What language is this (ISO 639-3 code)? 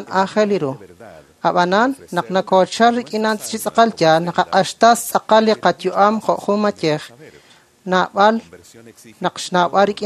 kek